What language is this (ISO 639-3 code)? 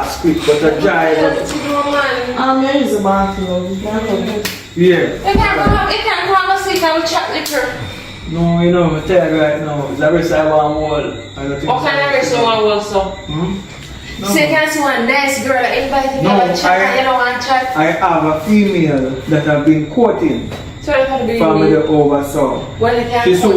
jam